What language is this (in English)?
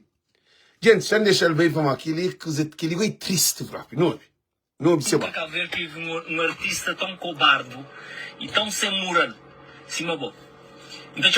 Kabuverdianu